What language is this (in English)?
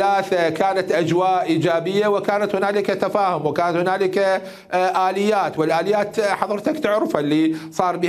Mesopotamian Arabic